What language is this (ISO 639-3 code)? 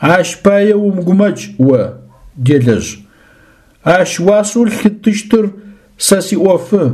ady